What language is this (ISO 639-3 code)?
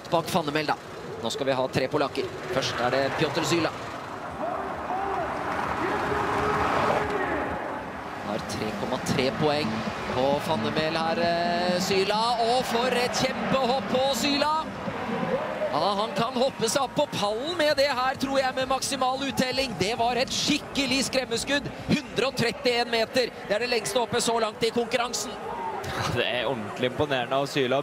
nor